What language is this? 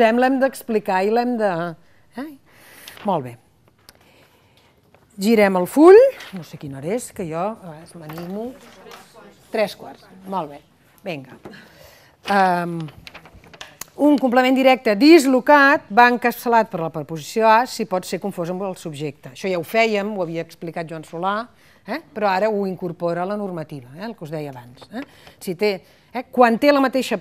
Catalan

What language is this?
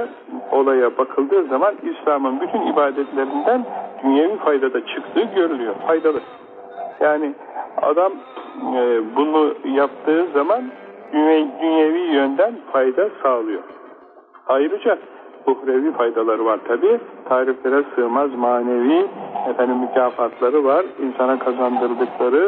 Turkish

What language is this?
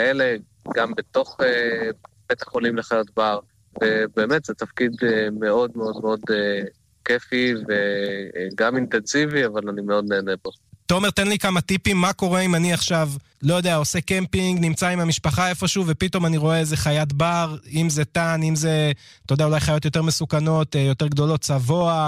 Hebrew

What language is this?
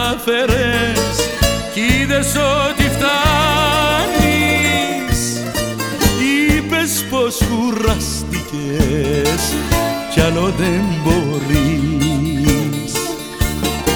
Greek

